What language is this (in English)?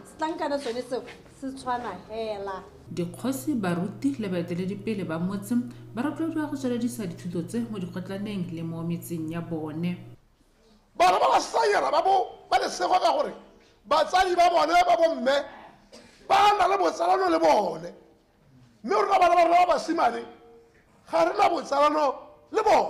Tswana